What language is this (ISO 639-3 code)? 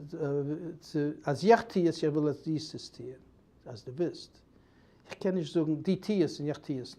yid